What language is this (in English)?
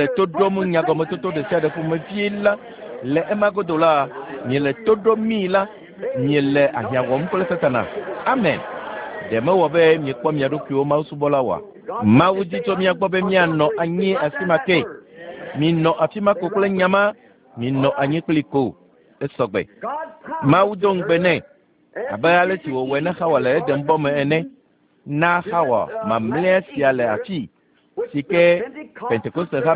Ewe